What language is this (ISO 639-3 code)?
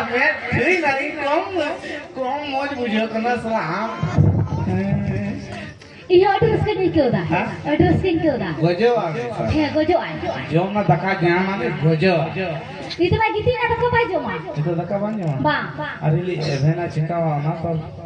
sat